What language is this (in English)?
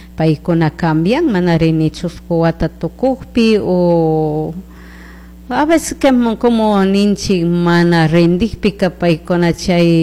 Chimborazo Highland Quichua